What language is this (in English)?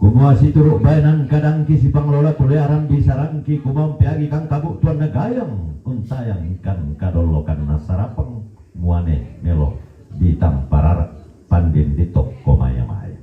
Toraja-Sa'dan